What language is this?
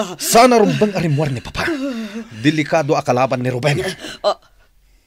Iloko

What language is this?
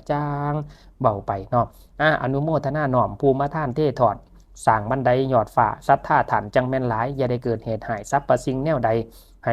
Lao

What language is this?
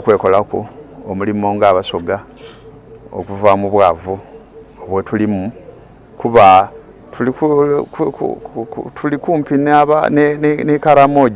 Soga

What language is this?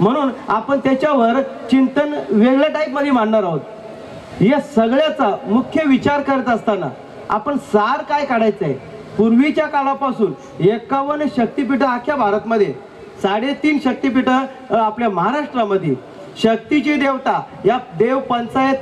Marathi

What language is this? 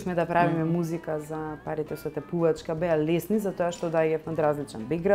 Macedonian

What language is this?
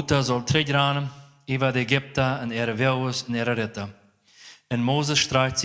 Plautdietsch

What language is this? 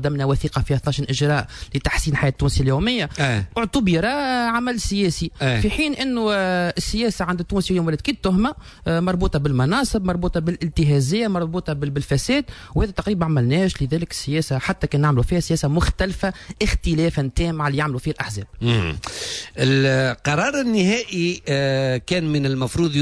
Tunisian Arabic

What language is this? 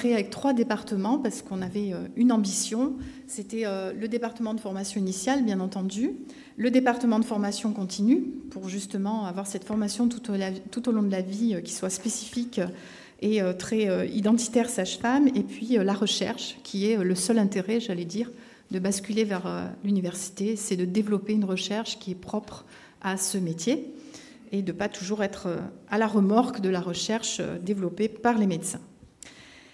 French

